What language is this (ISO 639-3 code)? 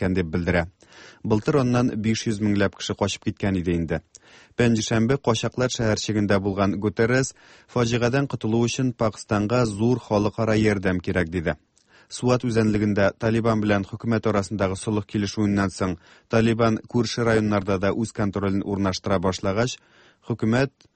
tat